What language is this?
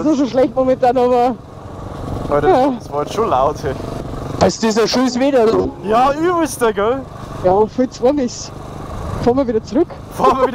Bavarian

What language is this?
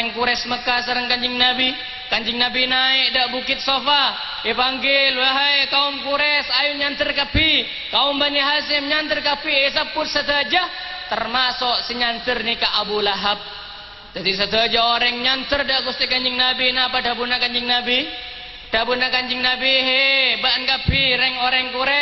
Madurese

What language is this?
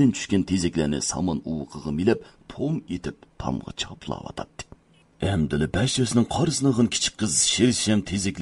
Uyghur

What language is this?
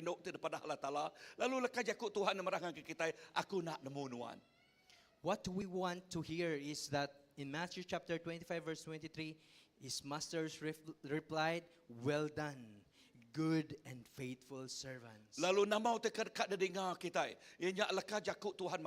Iban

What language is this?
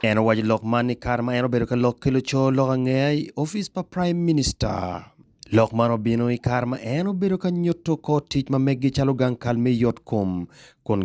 Acoli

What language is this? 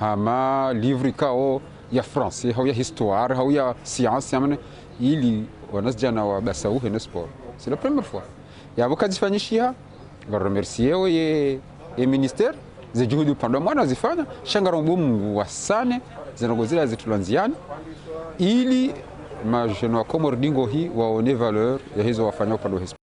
Ngazidja Comorian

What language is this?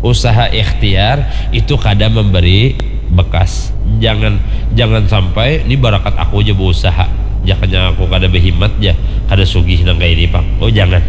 Banjar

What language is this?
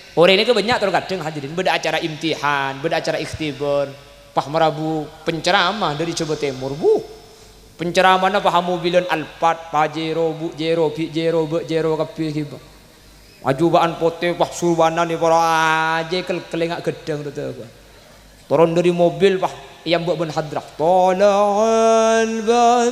Madurese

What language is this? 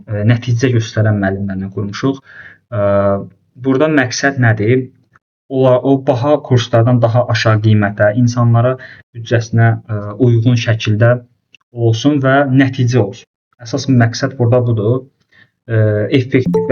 Azerbaijani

